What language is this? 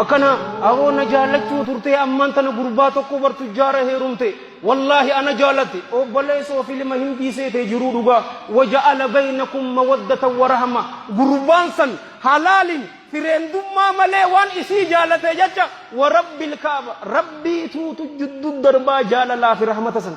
Oromo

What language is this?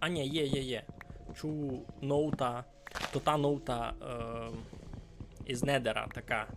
Rusyn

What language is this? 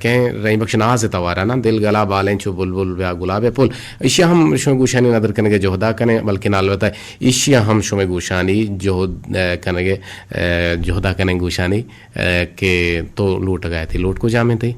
Eastern Balochi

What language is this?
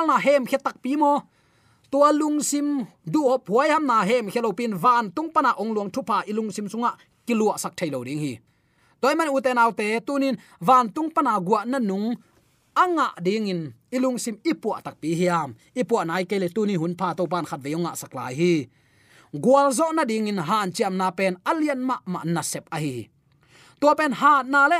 Tedim Chin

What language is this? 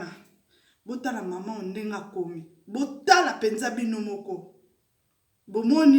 Lingala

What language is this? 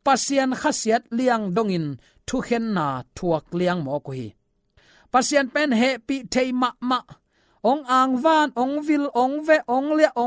Tedim Chin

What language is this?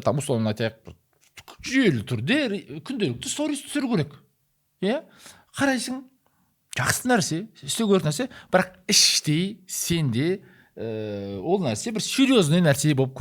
Kazakh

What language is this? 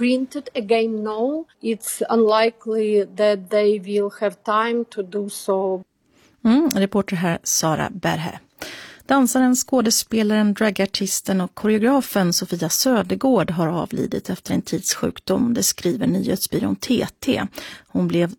Swedish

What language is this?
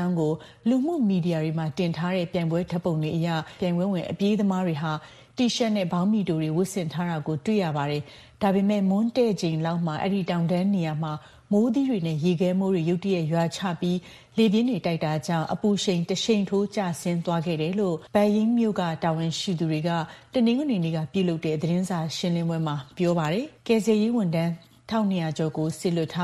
Burmese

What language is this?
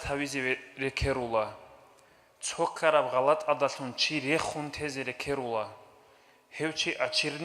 Avaric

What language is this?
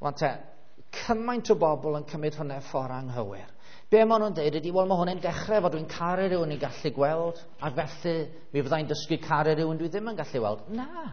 Welsh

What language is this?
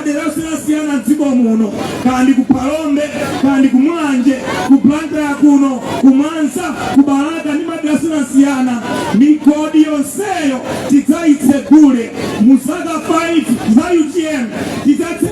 Nyanja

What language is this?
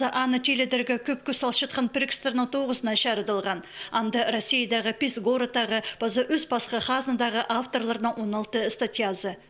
Khakas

